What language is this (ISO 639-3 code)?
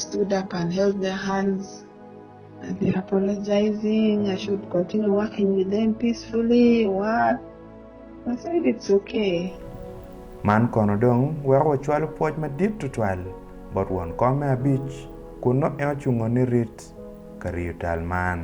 ach